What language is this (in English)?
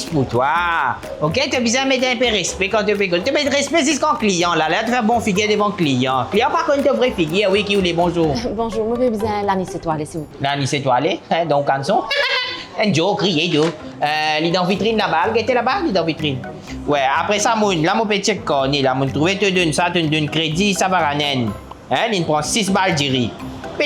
Morisyen